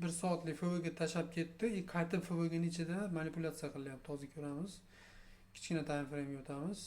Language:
Uzbek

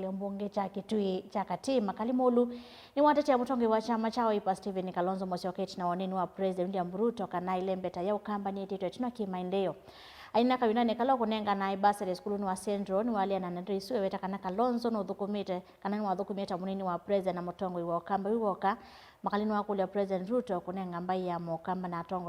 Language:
Kamba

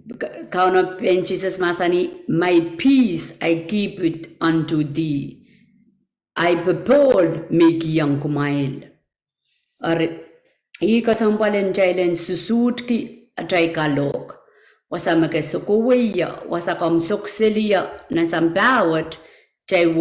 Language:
Pohnpeian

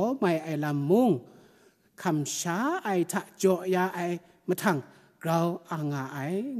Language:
Kachin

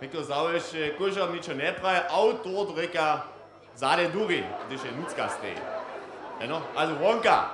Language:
Upper Sorbian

